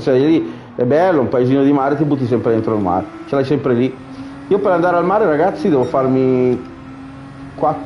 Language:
Italian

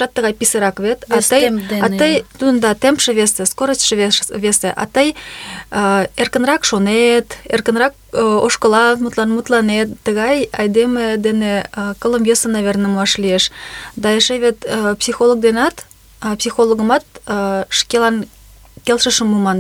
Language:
Mari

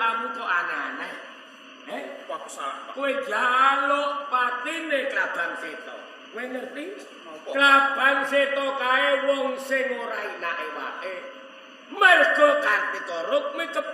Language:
Javanese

